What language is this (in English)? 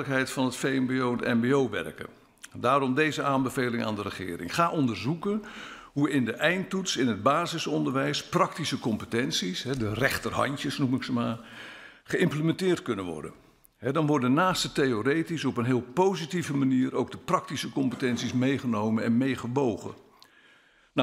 Dutch